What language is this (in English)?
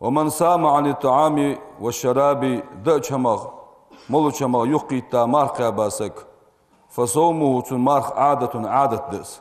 Ingush